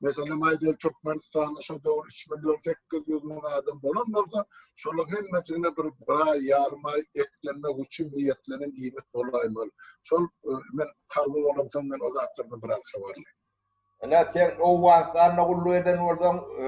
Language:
Turkmen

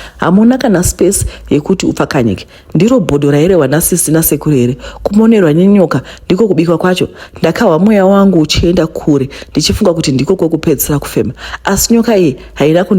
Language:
Shona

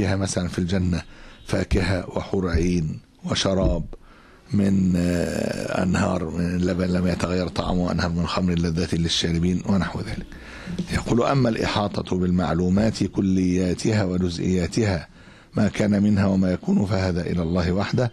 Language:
Arabic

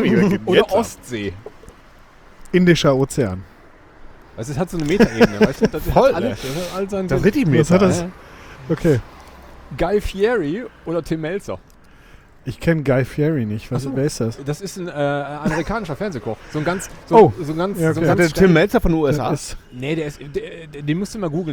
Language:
German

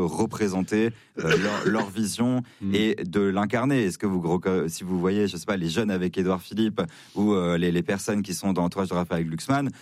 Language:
French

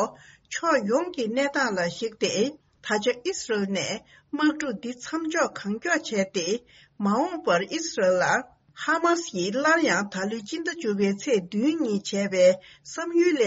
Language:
Tibetan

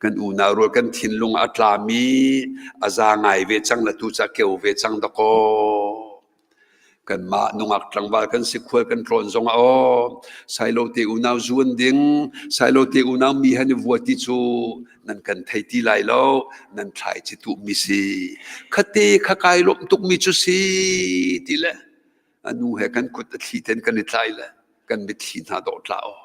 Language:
Hakha Chin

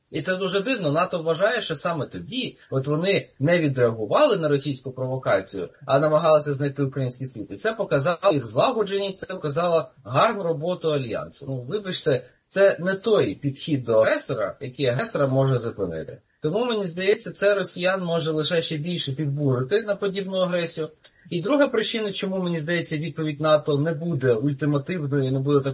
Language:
Ukrainian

